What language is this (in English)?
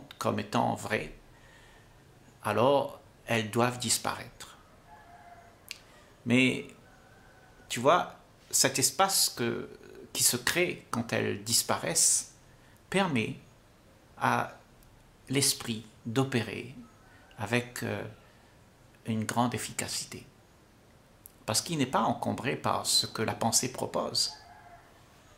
French